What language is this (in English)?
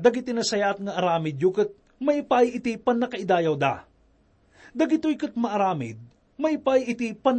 Iloko